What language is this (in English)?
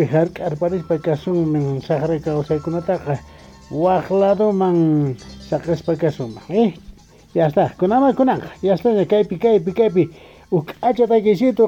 Quechua